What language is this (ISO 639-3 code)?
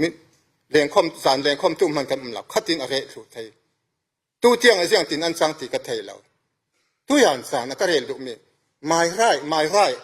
cfm